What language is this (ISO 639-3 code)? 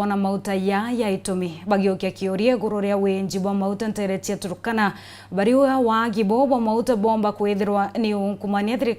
mer